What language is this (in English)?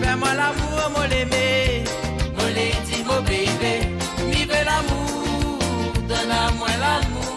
Morisyen